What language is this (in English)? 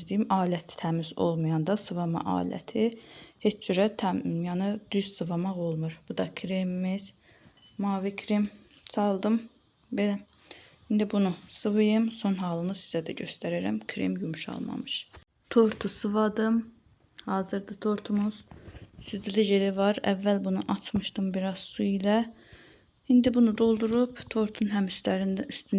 Azerbaijani